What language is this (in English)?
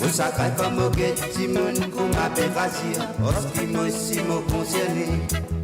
Morisyen